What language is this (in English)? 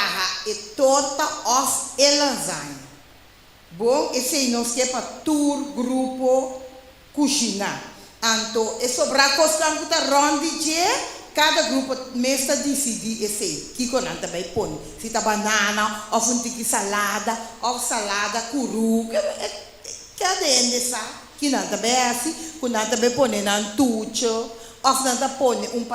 Papiamento